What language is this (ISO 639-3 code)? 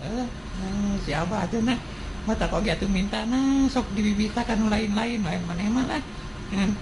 sun